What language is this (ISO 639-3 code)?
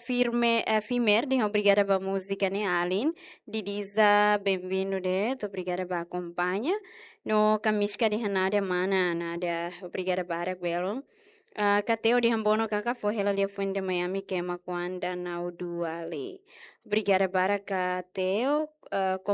tet